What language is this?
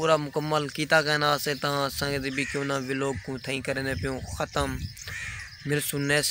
Saraiki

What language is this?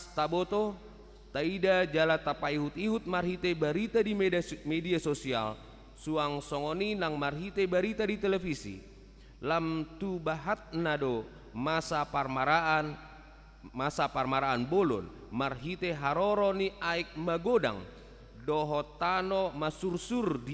Batak Toba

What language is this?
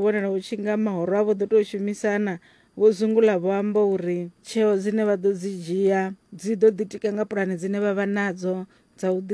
Venda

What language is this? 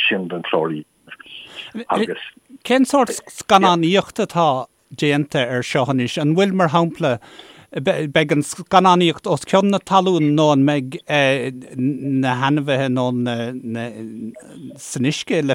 Irish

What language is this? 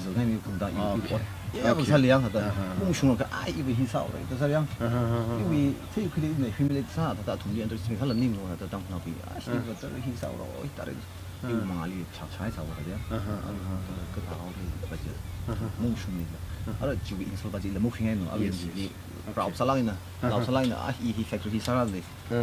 Tangkhul Naga (India)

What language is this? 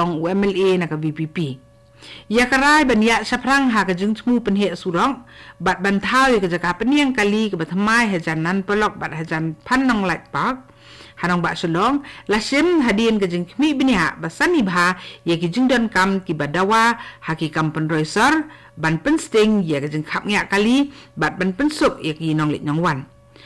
Khasi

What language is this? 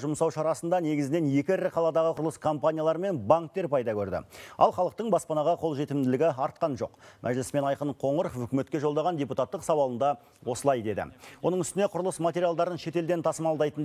Kazakh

